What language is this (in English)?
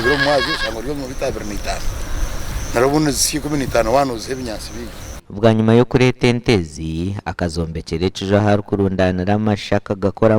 Nyankole